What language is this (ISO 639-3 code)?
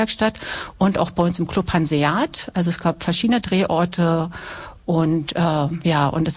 deu